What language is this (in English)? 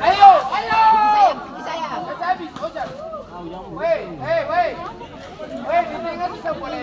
Ambonese Malay